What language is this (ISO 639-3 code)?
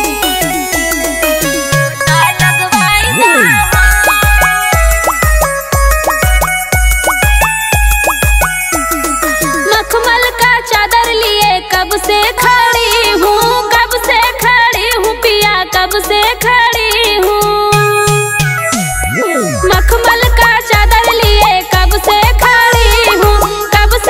bho